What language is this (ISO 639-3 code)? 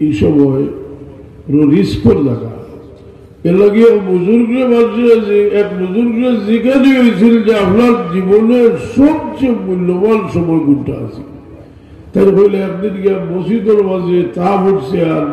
syl